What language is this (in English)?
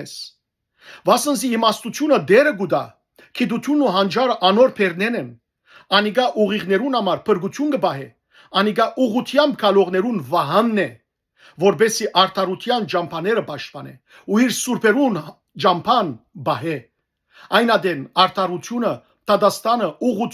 Western Armenian